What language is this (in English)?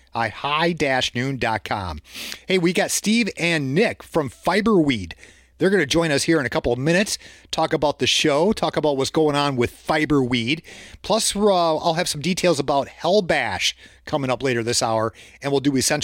English